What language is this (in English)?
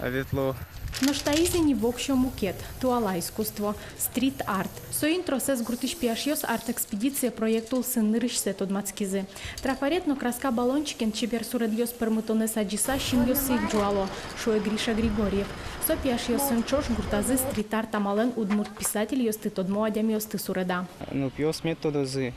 Udmurt